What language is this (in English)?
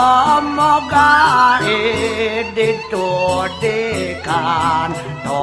Balinese